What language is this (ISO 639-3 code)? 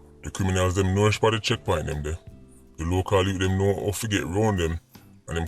jam